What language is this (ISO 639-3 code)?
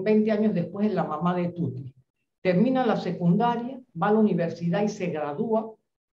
spa